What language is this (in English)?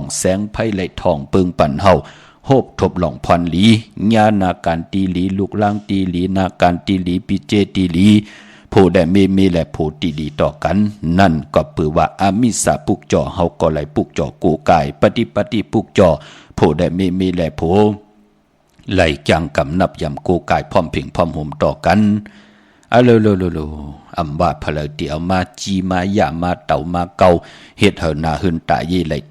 Shan